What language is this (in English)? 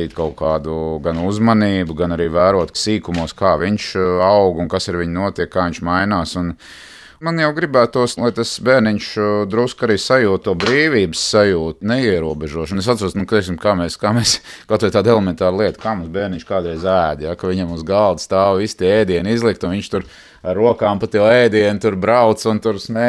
Latvian